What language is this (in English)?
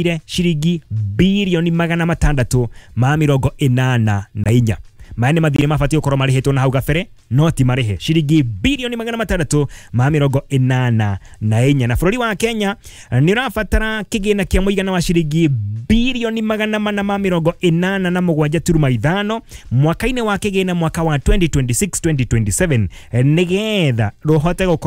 Kikuyu